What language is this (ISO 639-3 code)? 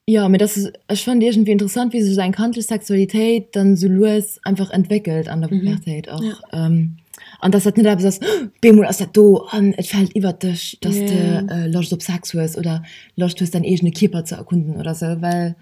ltz